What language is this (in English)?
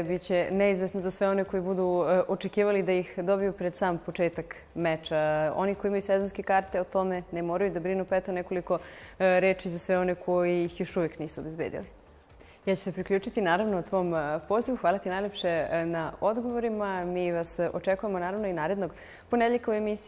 Serbian